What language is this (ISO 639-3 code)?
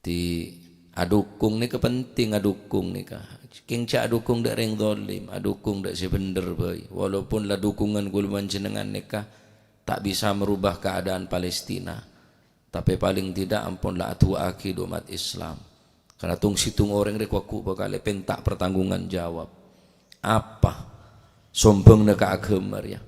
mad